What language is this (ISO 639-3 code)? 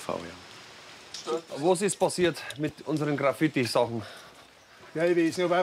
gsw